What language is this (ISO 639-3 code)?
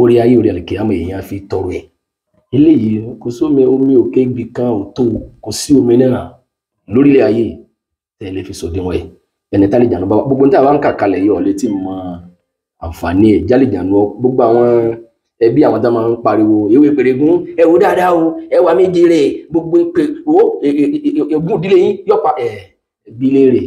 yor